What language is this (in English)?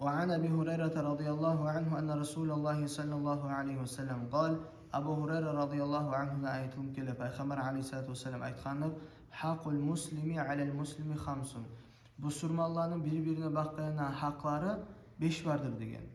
Kumyk